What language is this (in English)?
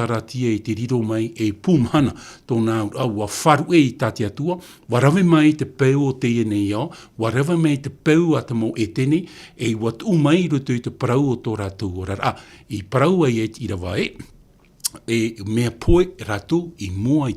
Tahitian